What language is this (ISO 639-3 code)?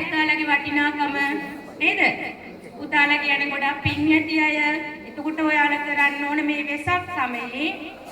sin